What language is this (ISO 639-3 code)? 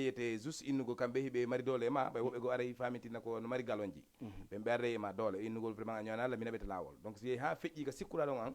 ful